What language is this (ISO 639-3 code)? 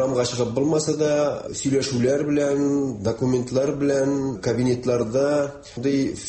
tat